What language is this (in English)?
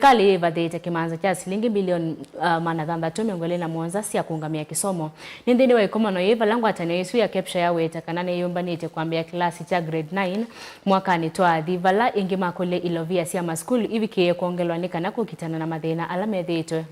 Kamba